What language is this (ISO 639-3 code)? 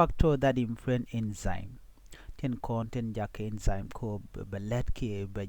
nus